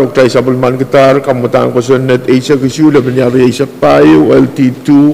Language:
Pohnpeian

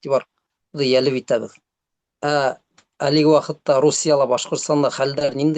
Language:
Bashkir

